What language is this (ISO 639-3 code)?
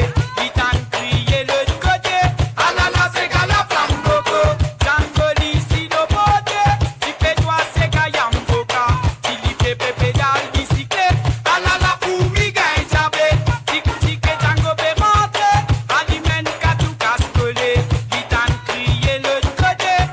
mfe